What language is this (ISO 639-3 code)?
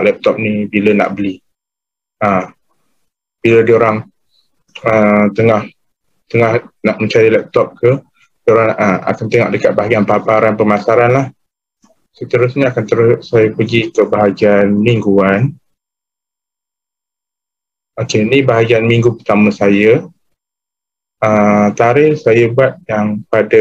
msa